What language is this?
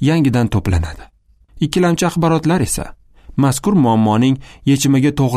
Uzbek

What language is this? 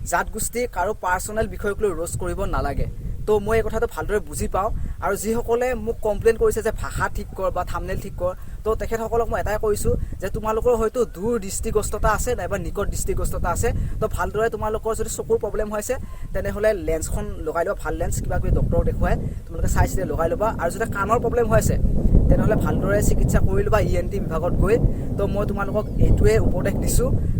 Assamese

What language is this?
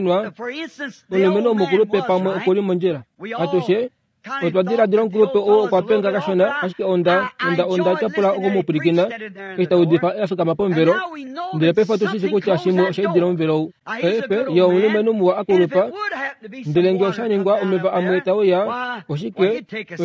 Kuanyama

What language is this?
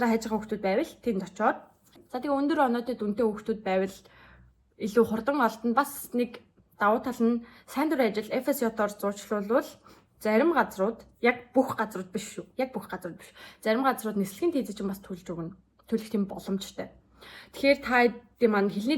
Mongolian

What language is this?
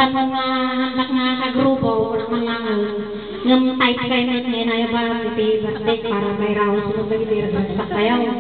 Iloko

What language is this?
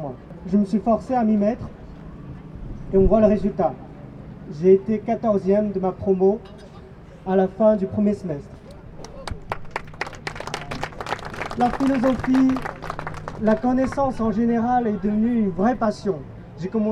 French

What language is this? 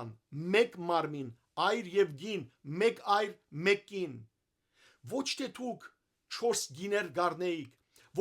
Western Armenian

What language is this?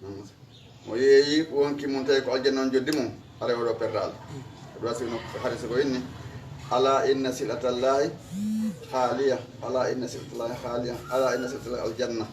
Fula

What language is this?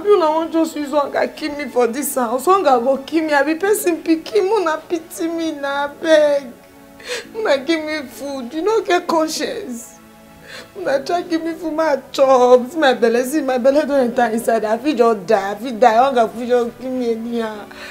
Nigerian Pidgin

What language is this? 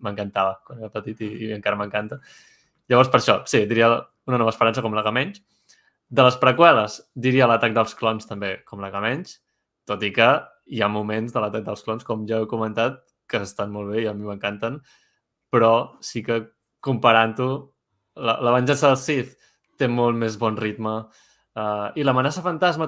Catalan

